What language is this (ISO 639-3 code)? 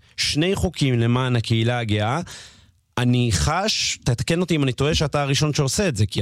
heb